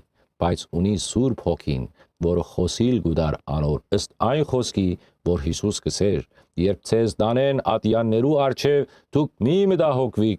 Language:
Western Armenian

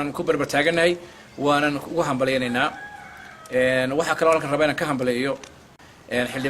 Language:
Somali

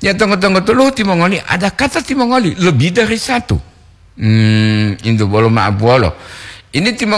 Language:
Gorontalo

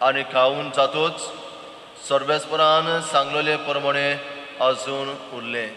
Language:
Konkani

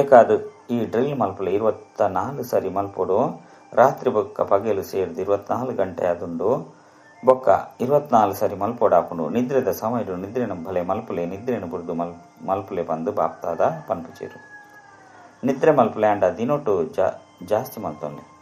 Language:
Tulu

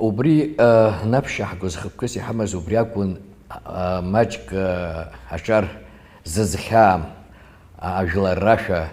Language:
Abkhazian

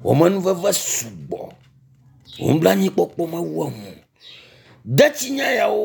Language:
Ewe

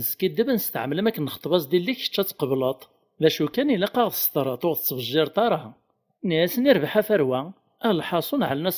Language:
Kabyle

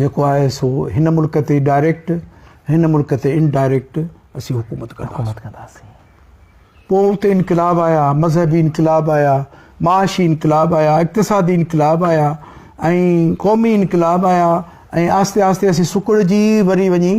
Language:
Sindhi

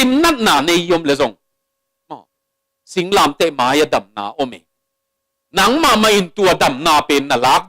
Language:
Tedim Chin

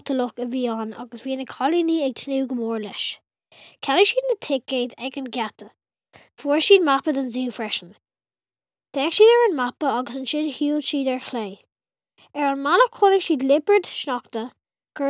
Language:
Irish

